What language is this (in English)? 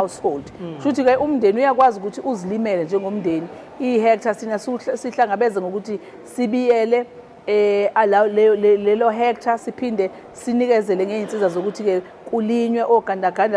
Zulu